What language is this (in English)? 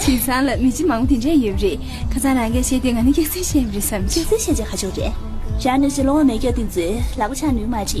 Tibetan